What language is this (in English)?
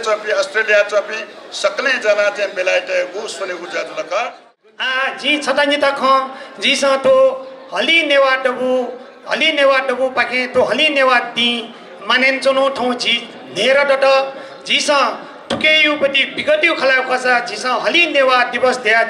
Newari